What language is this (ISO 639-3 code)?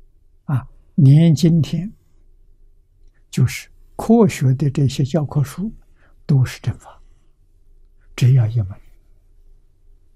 zho